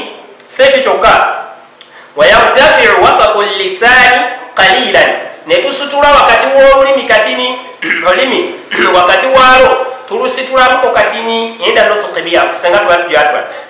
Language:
Ganda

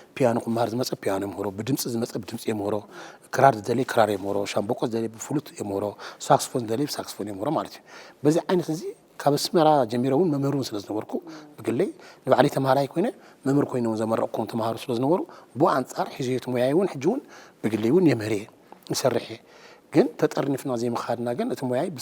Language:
Tigrinya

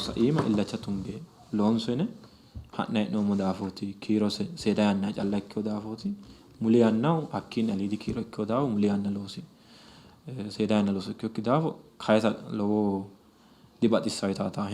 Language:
Sidamo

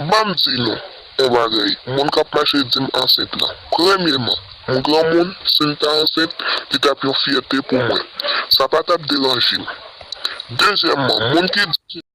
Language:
Haitian Creole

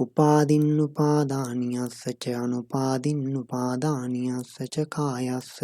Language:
Pali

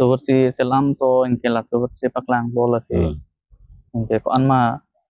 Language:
Karbi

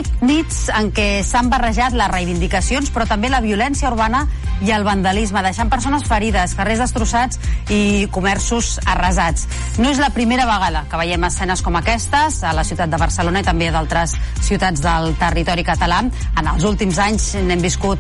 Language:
Catalan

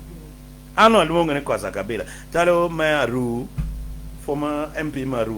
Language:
Acoli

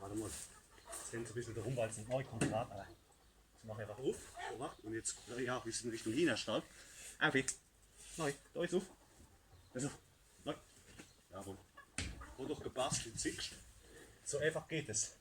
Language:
Palatine German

